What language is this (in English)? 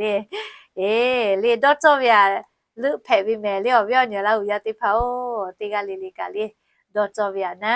Lahu